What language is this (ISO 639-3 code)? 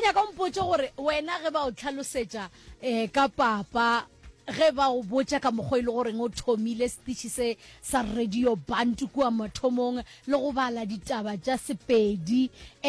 nso